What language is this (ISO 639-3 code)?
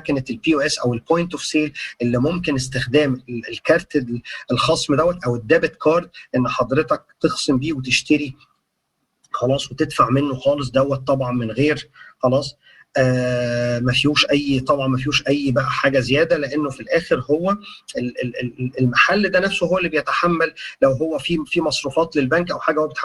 arz